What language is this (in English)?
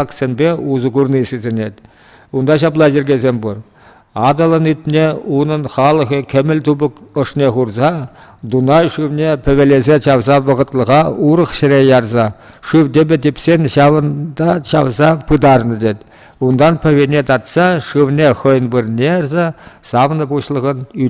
Chuvash